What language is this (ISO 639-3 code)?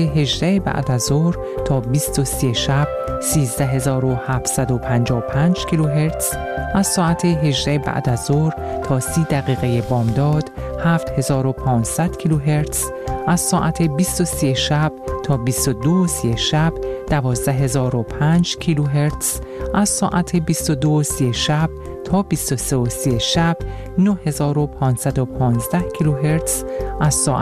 fas